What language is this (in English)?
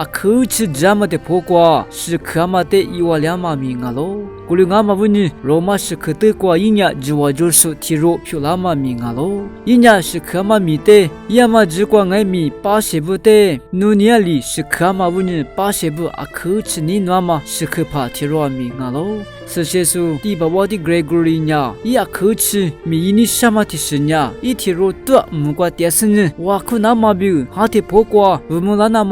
Lisu